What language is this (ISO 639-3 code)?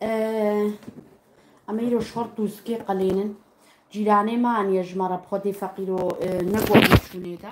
kur